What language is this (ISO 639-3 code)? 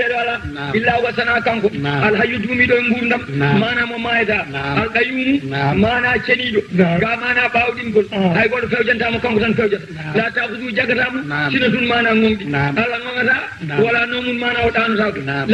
ful